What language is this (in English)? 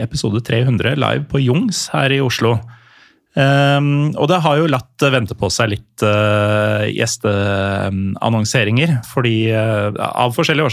Norwegian